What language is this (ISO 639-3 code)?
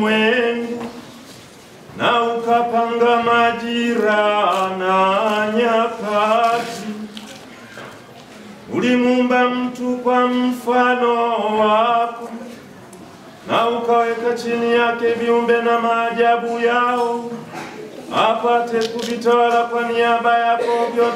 swa